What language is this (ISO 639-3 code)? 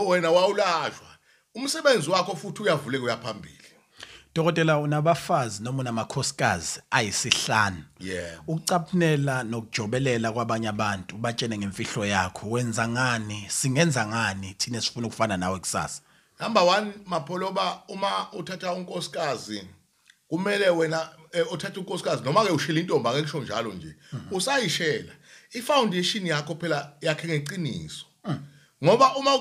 zul